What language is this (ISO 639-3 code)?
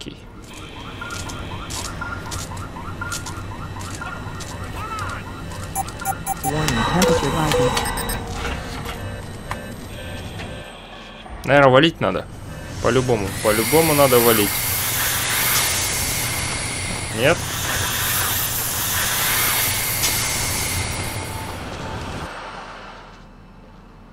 rus